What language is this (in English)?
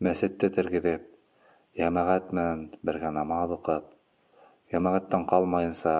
Bashkir